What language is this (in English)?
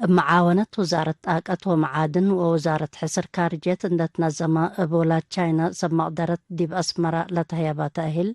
Tigre